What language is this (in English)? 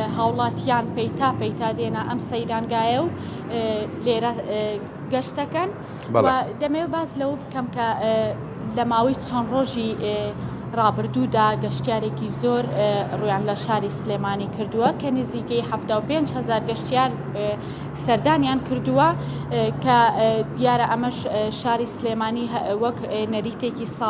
Central Kurdish